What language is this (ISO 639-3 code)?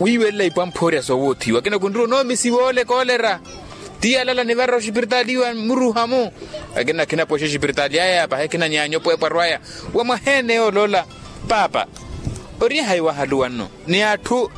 vmw